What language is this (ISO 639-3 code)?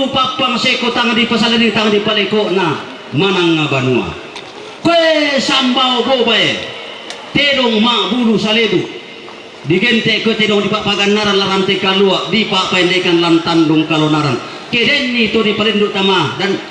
sda